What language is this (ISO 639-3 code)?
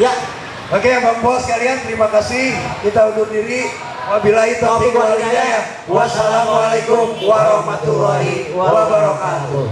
bew